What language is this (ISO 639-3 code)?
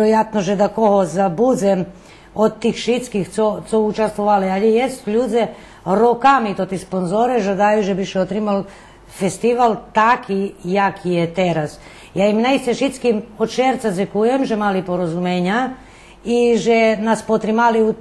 rue